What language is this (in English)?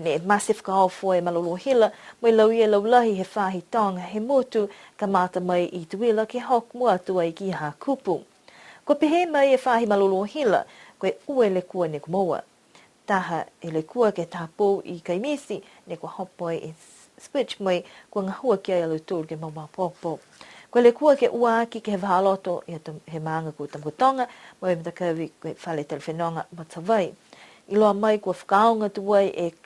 Niuean